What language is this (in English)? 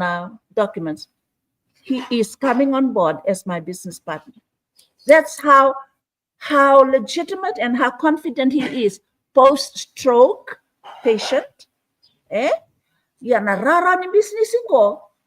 Fijian